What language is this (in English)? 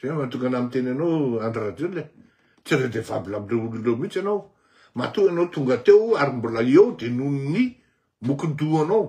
Malagasy